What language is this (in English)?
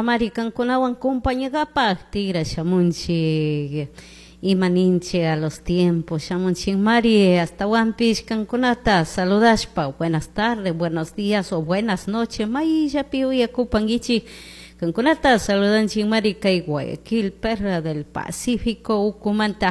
Chimborazo Highland Quichua